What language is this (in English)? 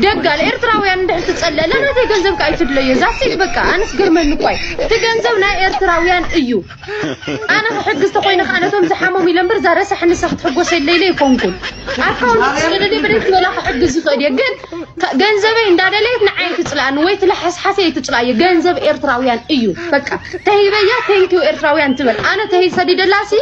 Tigrinya